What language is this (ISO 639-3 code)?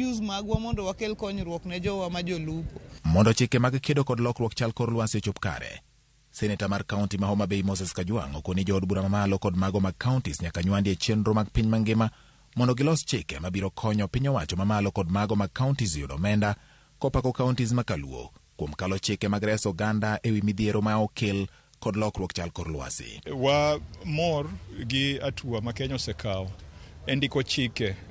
luo